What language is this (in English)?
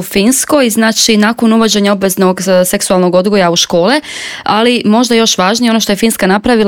Croatian